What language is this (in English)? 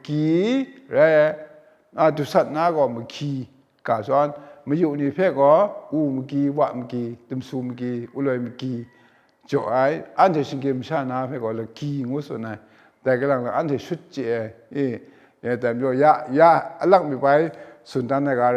Kachin